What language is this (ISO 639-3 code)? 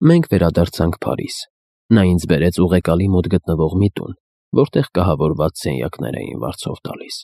hye